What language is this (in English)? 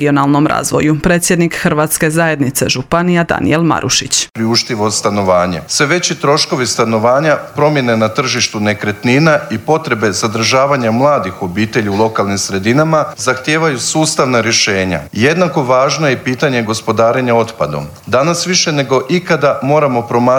Croatian